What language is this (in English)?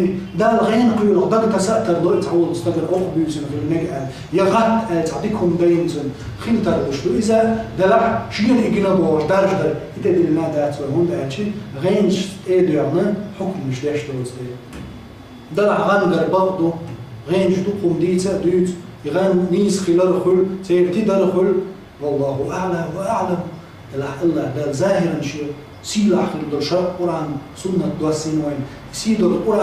Chechen